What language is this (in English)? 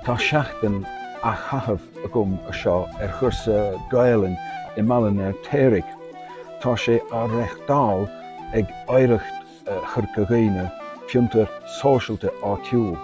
Irish